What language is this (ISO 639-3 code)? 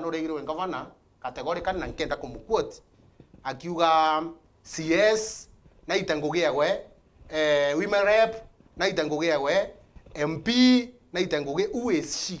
mer